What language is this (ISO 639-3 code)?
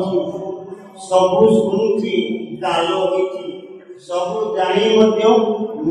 ori